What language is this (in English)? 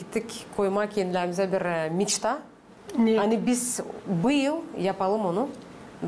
Gagauz